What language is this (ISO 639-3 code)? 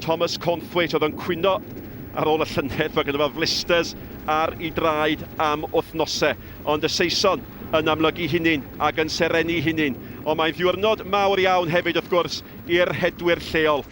cym